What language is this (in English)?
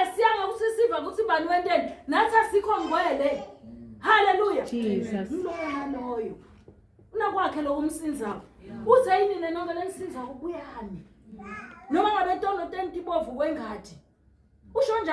Zulu